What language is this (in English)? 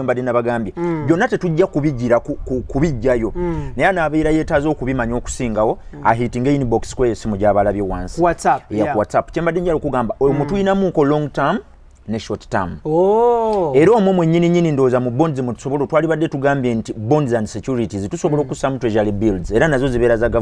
Ganda